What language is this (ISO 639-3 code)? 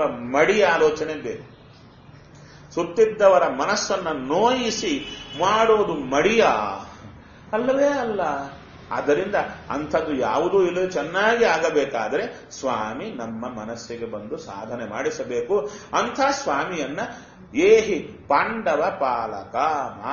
kan